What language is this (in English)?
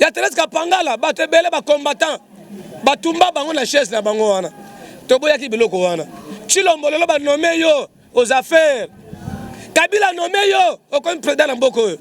Lingala